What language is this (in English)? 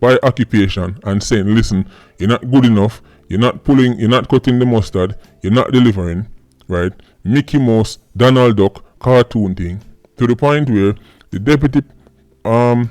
Jamaican Creole English